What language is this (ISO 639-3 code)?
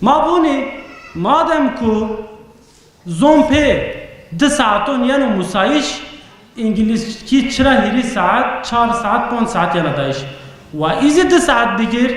zza